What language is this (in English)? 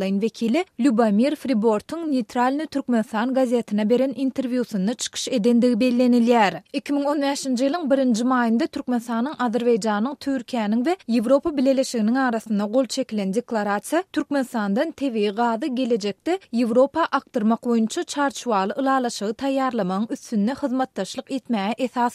Turkmen